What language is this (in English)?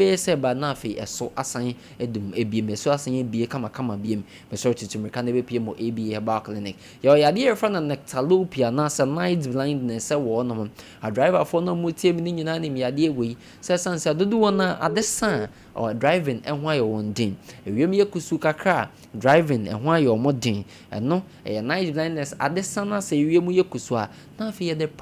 Akan